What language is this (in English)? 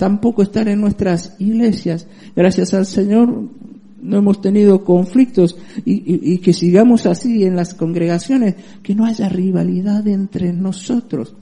Spanish